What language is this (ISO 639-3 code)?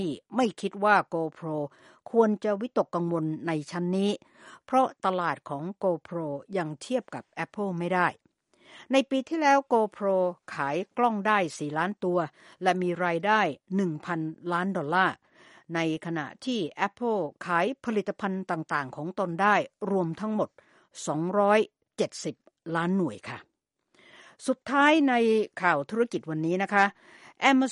tha